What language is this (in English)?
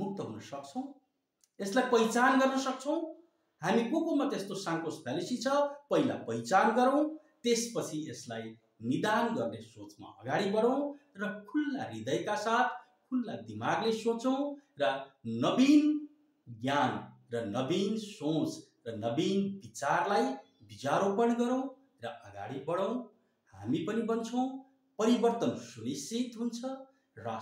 Nepali